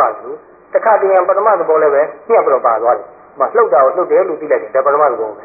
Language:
Burmese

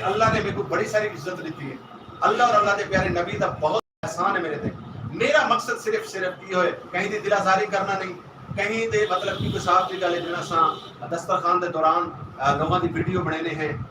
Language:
Saraiki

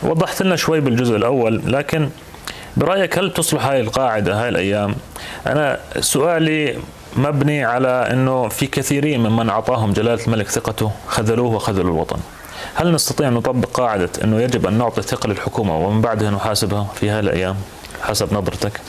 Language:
North Levantine Arabic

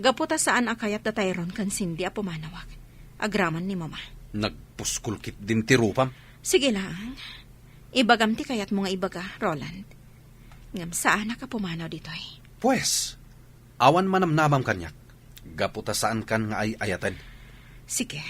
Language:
Iloko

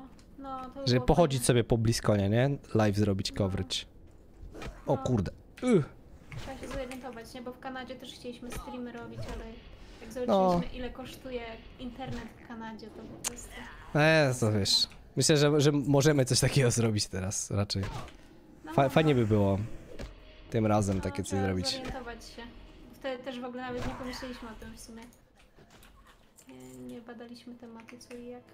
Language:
Polish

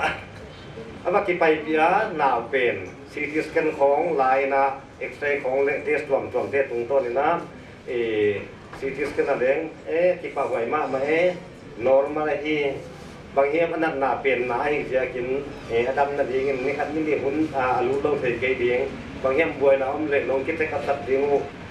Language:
Paite Chin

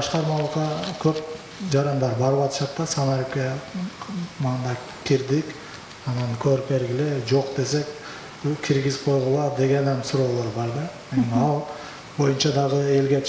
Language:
Kyrgyz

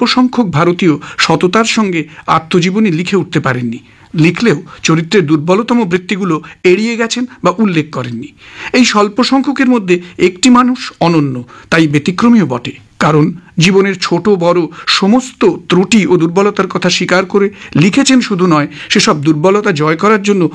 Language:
Bangla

